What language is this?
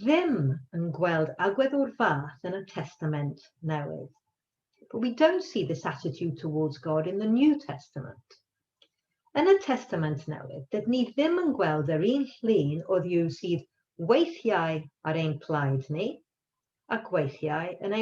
Welsh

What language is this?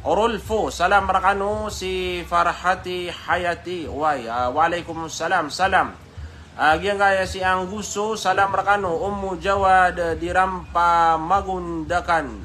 Maranao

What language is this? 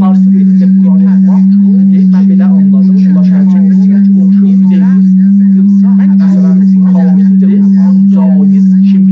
South Azerbaijani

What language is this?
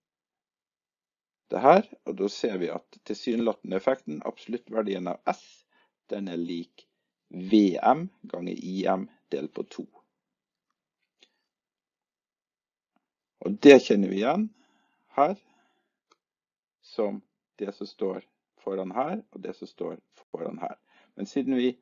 Norwegian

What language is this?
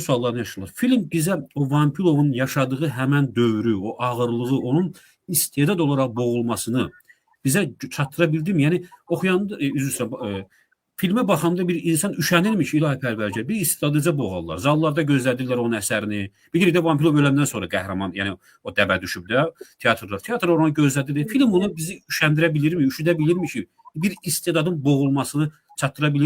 Azerbaijani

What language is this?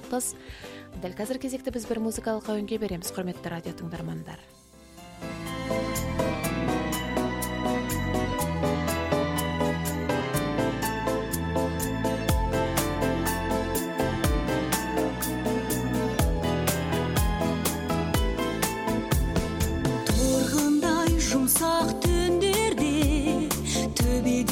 Kazakh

